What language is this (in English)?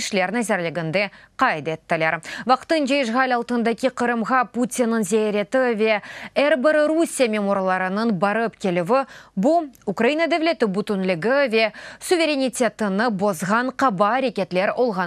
Crimean Tatar